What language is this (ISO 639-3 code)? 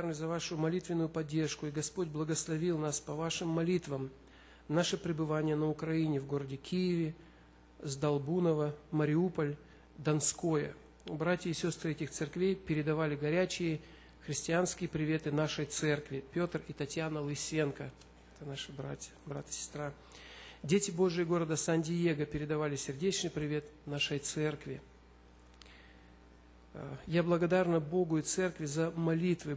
rus